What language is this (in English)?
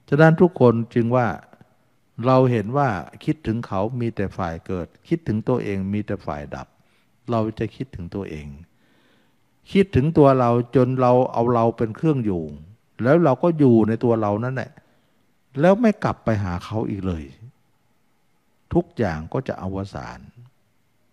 Thai